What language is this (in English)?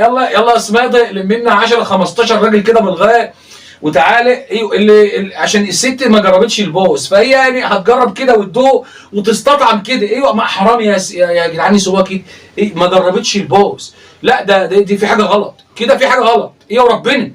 Egyptian Arabic